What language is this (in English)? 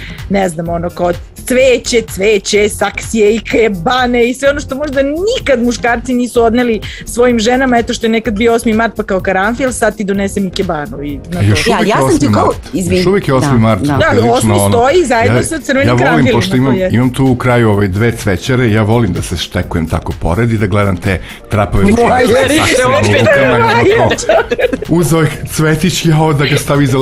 Serbian